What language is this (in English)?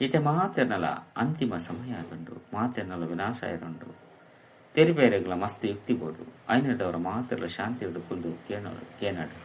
Tulu